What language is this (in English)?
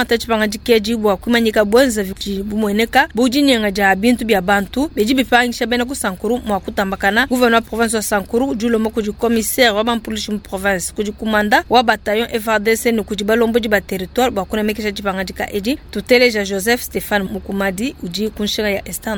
Luba-Lulua